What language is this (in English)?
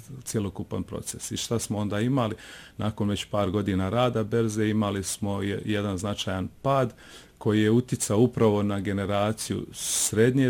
Bosnian